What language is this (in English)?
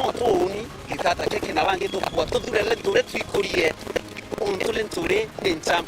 Meru